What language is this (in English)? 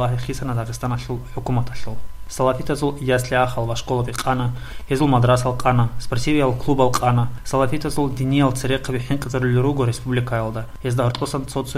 Avaric